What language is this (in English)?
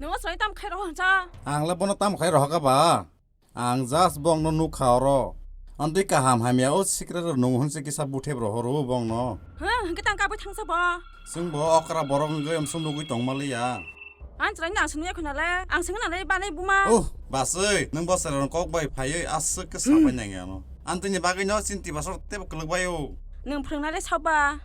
Kok Borok